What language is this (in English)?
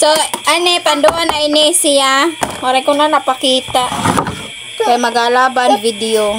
Waray